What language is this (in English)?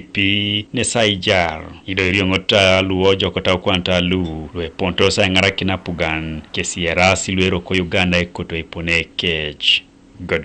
Teso